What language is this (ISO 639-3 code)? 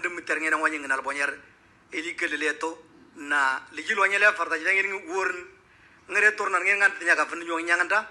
mor